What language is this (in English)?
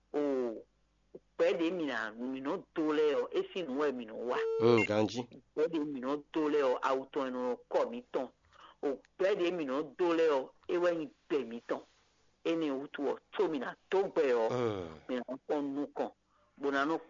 Fon